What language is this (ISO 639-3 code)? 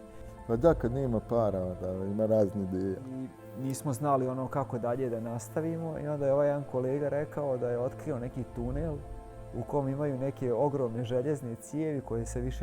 bos